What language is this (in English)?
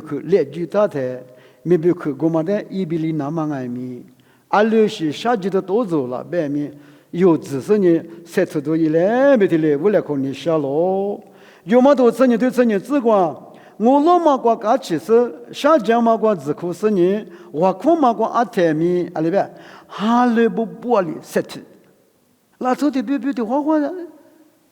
Lisu